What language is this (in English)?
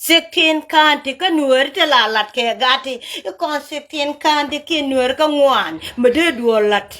Nuer